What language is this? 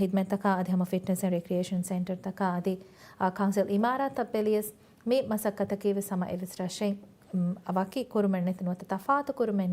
Divehi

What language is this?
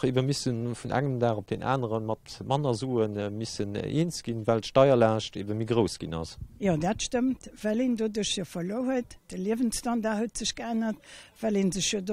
Luxembourgish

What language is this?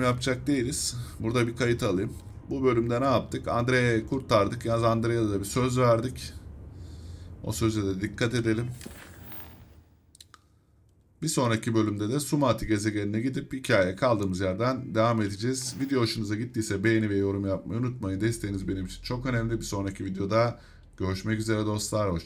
Turkish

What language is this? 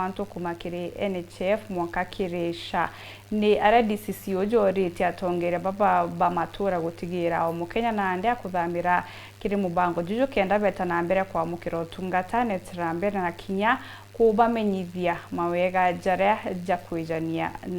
Meru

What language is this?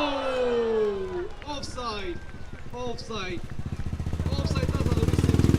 Tangkhul Naga (India)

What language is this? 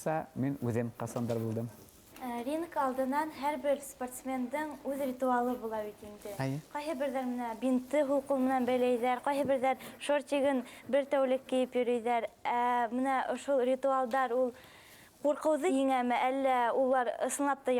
Bashkir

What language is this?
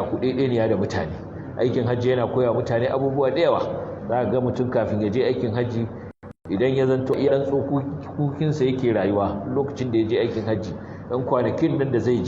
Hausa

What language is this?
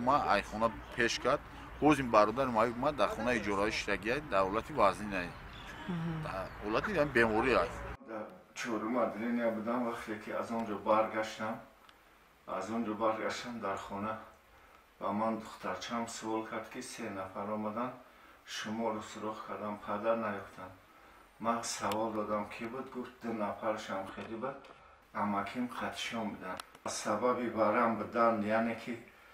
Tajik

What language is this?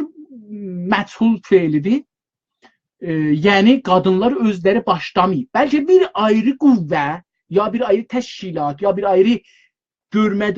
South Azerbaijani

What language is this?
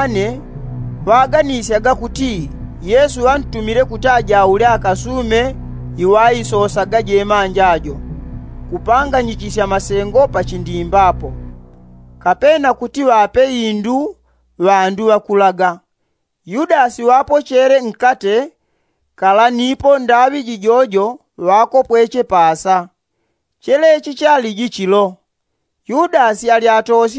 Yao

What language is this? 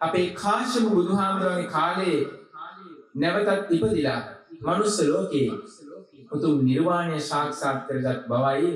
Sinhala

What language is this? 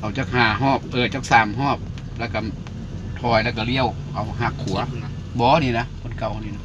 Lao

